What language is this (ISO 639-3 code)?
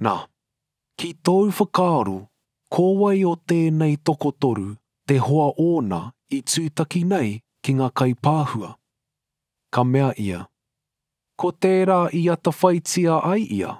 mri